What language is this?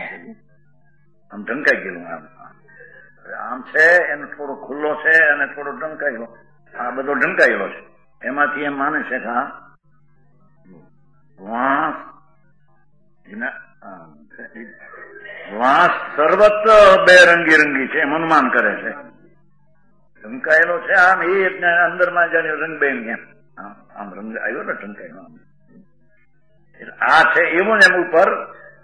Gujarati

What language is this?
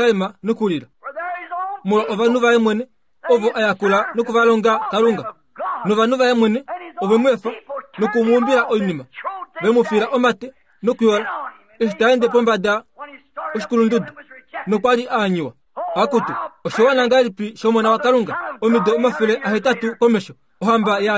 Kuanyama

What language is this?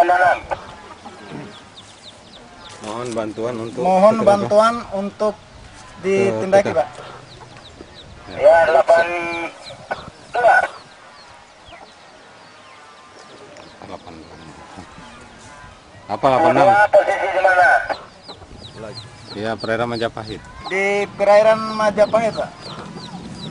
Indonesian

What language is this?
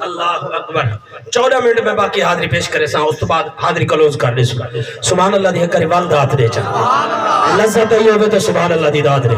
Saraiki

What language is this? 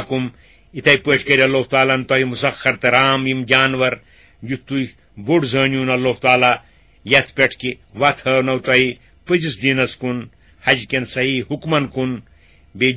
Kashmiri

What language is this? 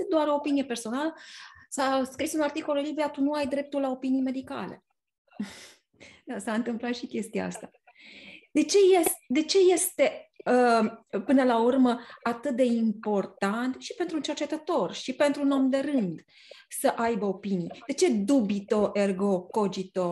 Romanian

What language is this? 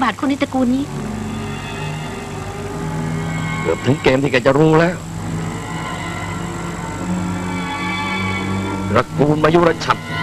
Thai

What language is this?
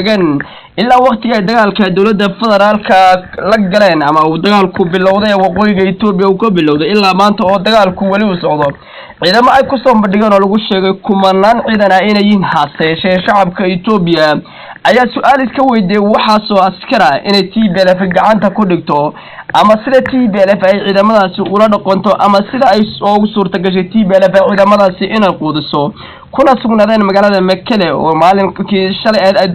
Somali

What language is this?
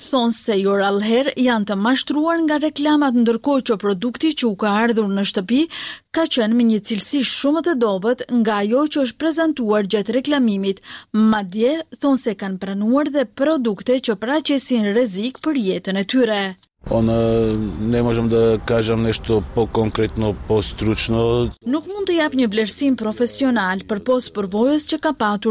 Albanian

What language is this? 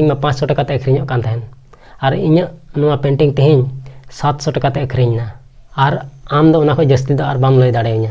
Santali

